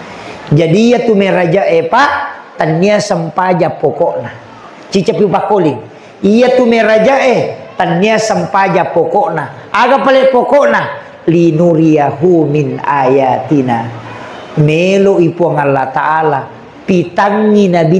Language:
Buginese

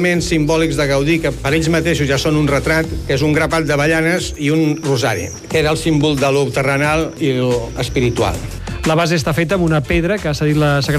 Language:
Catalan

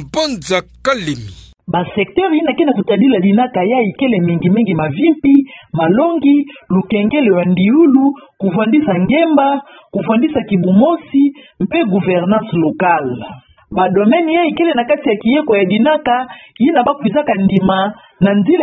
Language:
Kituba (Democratic Republic of Congo)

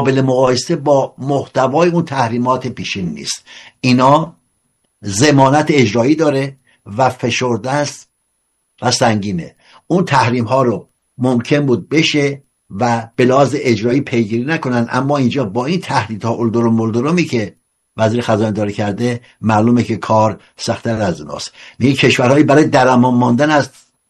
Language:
Persian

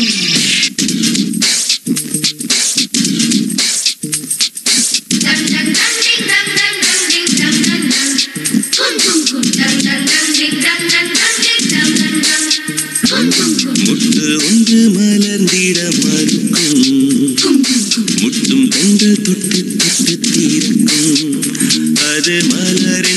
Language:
Tamil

